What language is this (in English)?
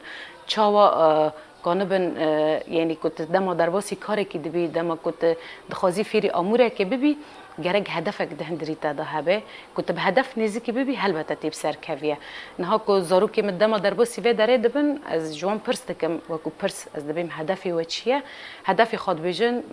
Kurdish